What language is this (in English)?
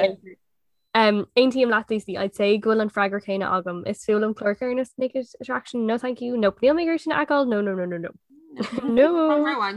Irish